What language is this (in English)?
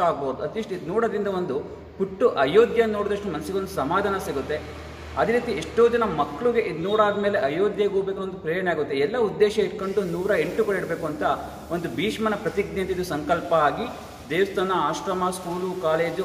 Kannada